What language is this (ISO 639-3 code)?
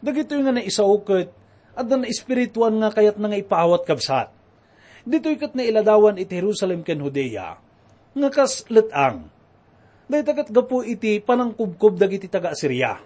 ilo